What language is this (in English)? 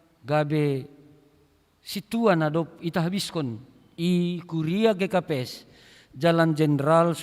Batak Simalungun